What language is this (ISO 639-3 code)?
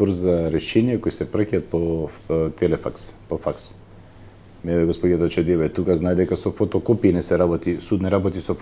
mkd